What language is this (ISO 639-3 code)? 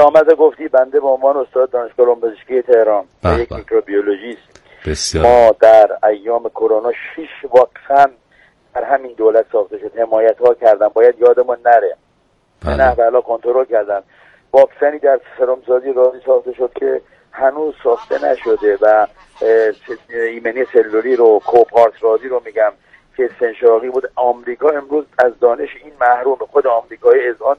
fas